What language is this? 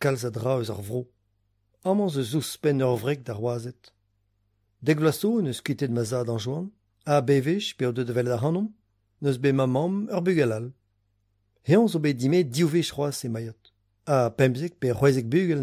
Breton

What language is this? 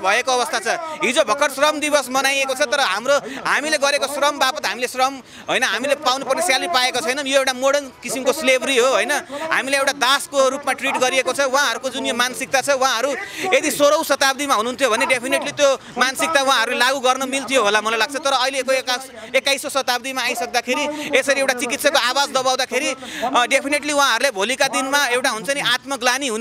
Nepali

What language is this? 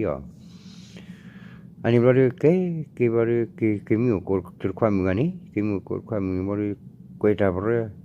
S'gaw Karen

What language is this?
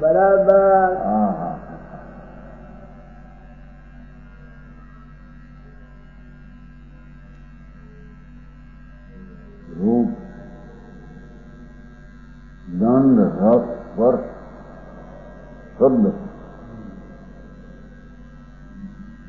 Gujarati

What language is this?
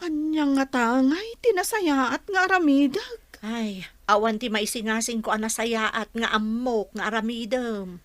Iloko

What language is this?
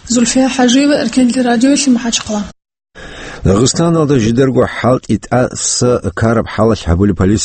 Avaric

